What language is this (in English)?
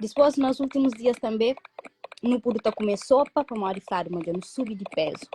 Kabuverdianu